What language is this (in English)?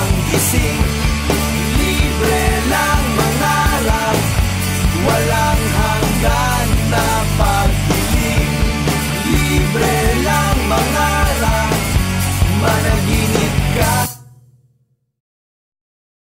Filipino